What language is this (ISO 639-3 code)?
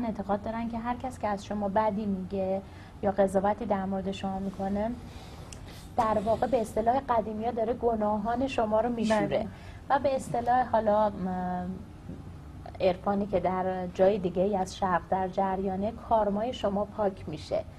fas